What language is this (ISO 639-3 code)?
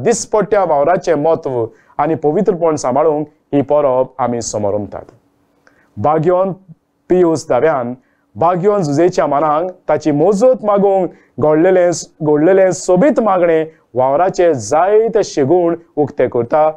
kok